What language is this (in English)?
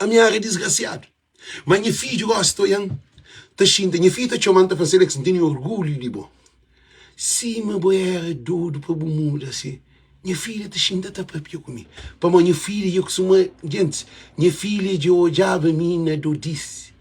Kabuverdianu